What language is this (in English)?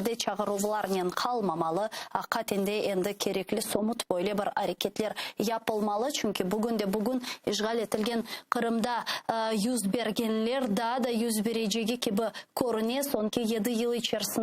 Crimean Tatar